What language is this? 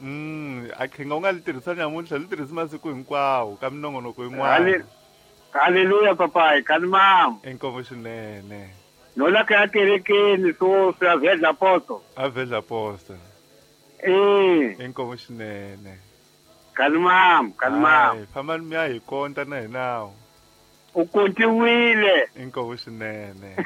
Tsonga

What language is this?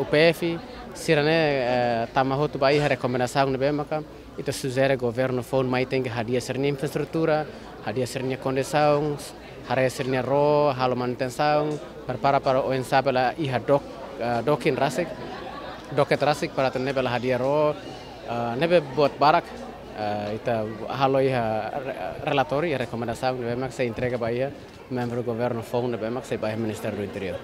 Tetum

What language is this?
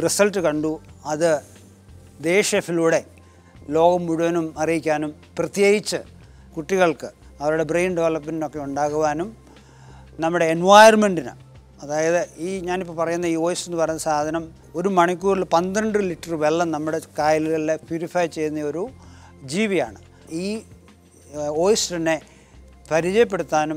Malayalam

